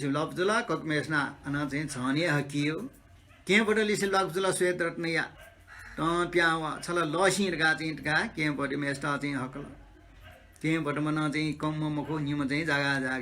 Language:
Newari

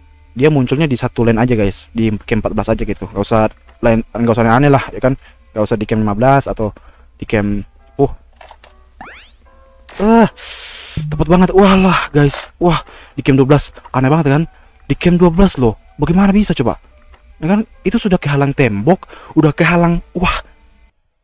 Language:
Indonesian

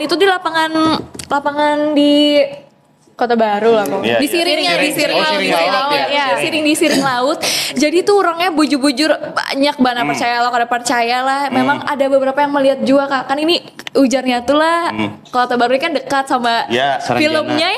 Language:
Banjar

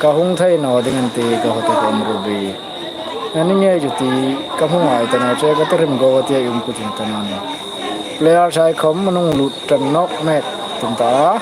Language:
Hmar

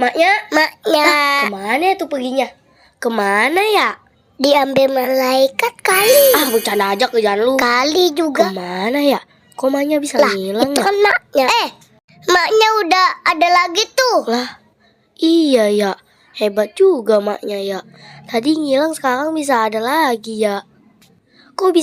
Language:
Betawi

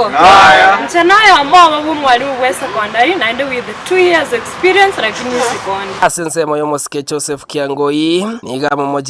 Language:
Gusii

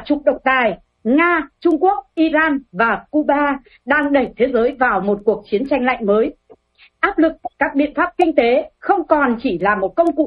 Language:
Vietnamese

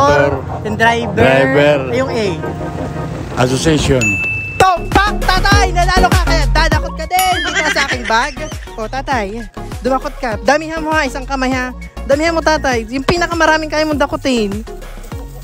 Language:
Filipino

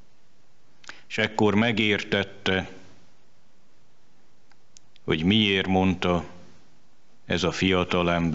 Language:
Hungarian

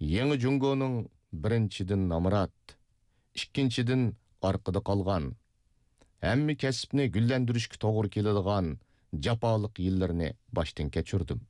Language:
Uyghur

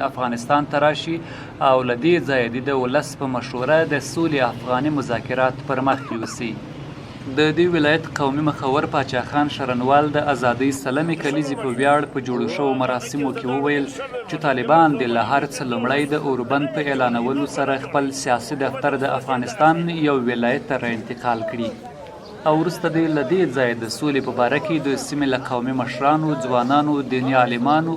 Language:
Pashto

